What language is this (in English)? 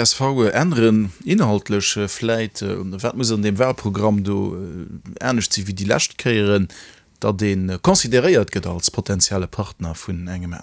Luxembourgish